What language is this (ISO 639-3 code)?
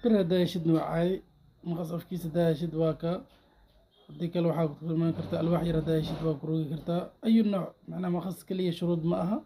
som